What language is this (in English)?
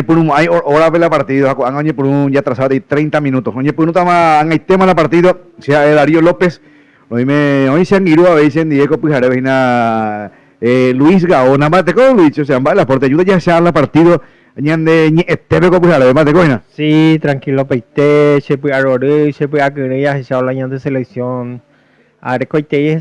Guarani